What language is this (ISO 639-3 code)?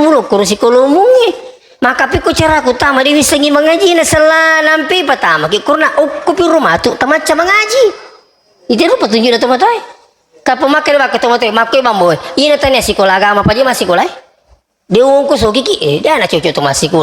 bug